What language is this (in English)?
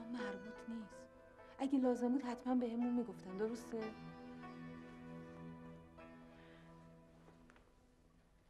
Persian